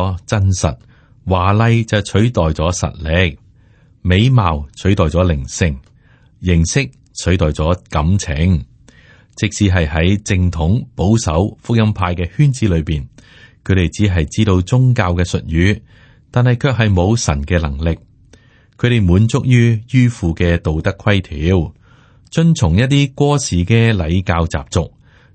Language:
Cantonese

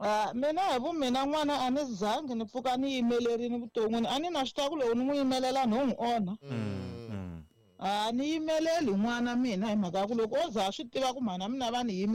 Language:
Tsonga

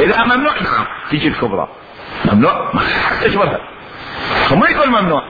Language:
Mesopotamian Arabic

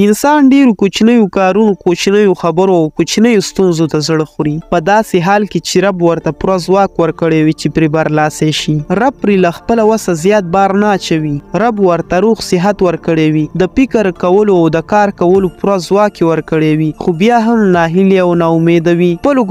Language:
Pashto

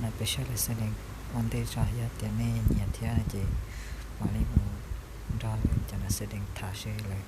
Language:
Hmong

